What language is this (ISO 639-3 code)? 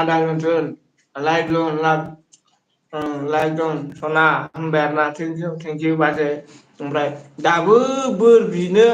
brx